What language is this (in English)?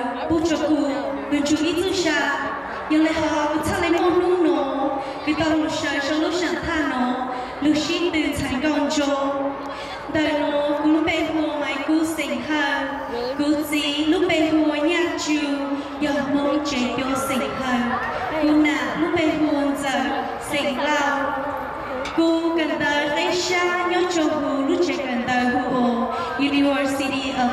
Hmong